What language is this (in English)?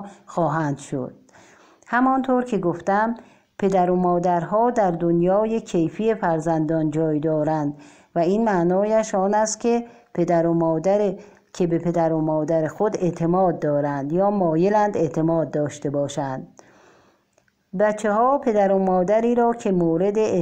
Persian